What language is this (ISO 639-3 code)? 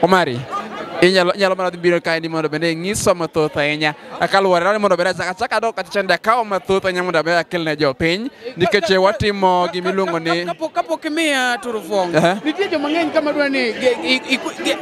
luo